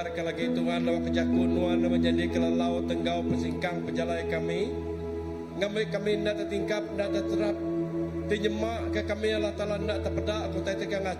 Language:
Iban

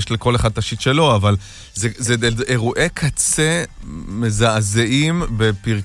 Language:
Hebrew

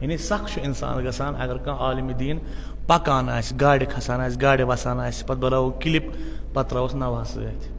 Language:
Kashmiri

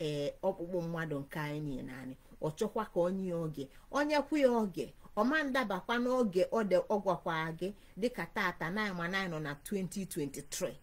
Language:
Igbo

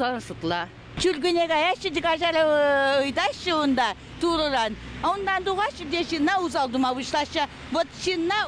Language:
Chuvash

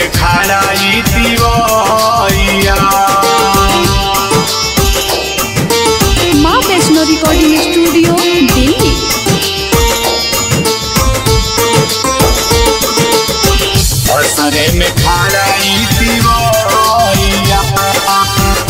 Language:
Bhojpuri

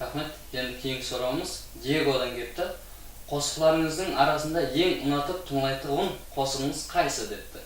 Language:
Kara-Kalpak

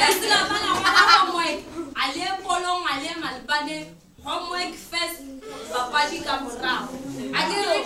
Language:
Northern Sotho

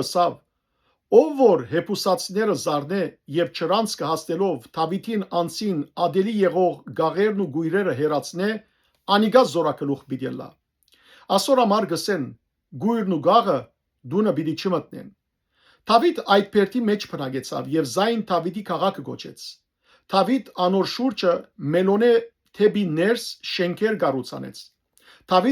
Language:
Western Armenian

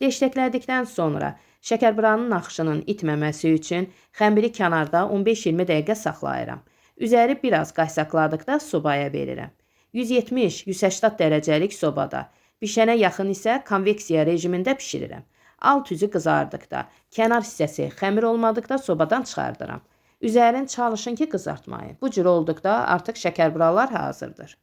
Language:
Azerbaijani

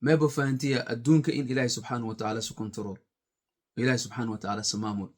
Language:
Somali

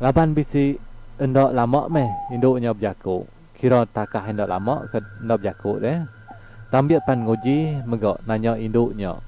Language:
Iban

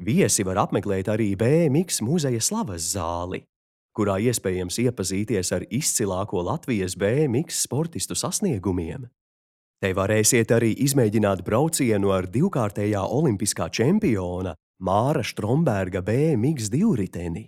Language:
Latvian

